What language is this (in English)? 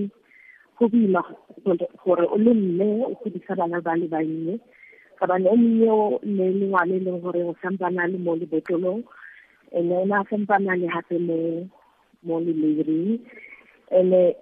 Tswana